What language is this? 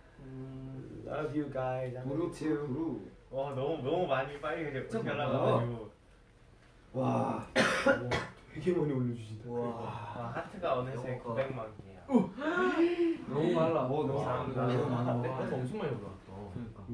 Korean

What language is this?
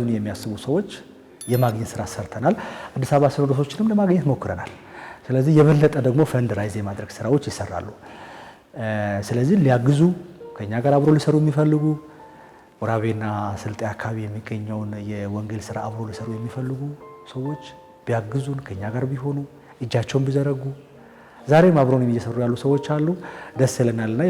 Amharic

